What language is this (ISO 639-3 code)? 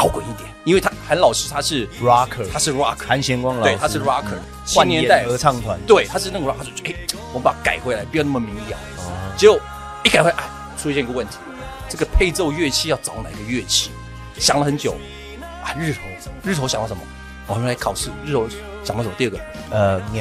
zho